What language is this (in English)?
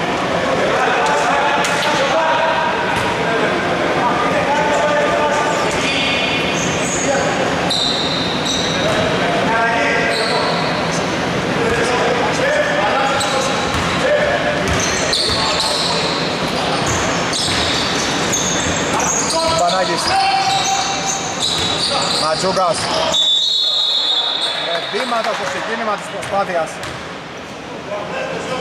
Greek